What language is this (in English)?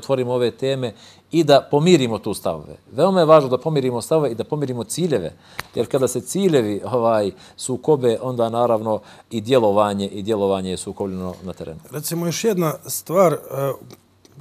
Bosnian